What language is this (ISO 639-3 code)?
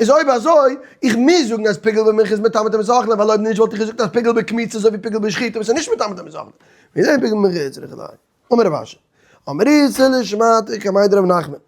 yid